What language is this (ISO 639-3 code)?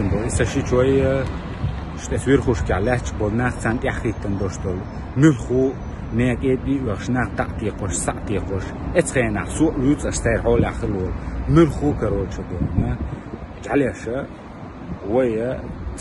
che